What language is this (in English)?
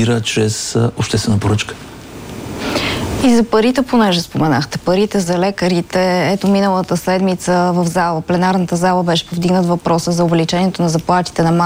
Bulgarian